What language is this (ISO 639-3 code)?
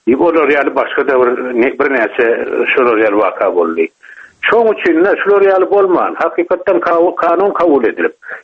tuk